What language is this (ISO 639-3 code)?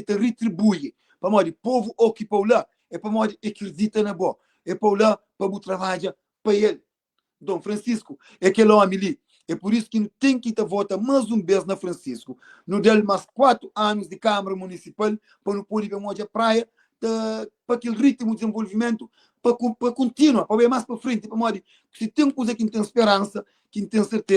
kea